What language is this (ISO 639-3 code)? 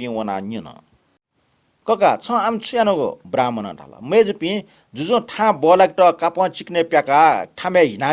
new